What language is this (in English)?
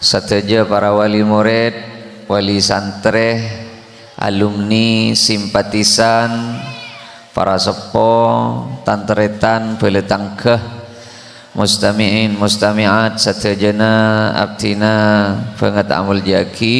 Madurese